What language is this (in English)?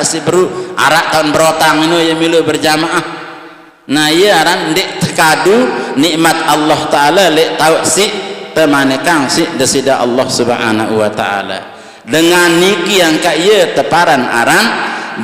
Sasak